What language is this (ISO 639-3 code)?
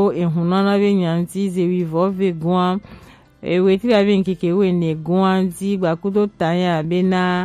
gej